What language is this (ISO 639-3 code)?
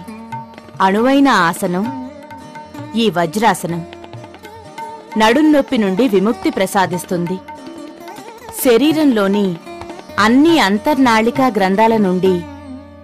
tel